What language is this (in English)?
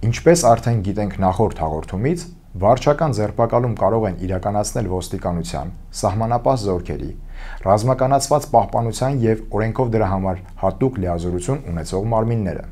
Armenian